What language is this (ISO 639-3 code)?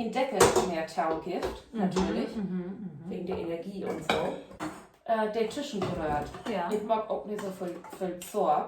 nds